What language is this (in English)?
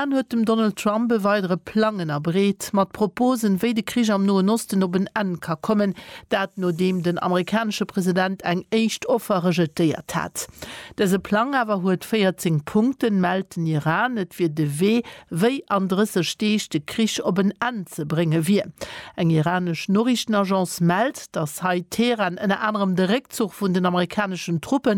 Luxembourgish